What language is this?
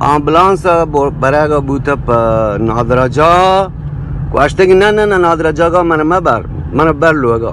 Eastern Balochi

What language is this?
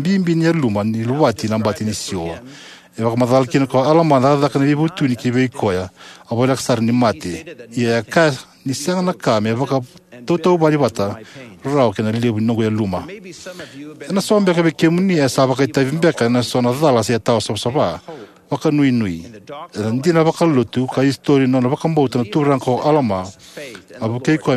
Fijian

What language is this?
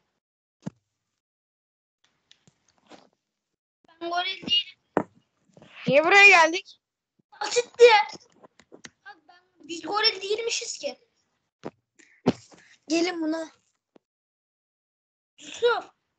Turkish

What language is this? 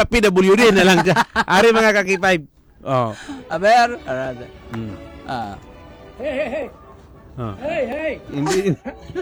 Hiligaynon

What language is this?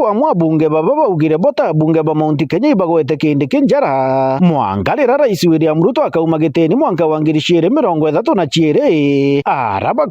Meru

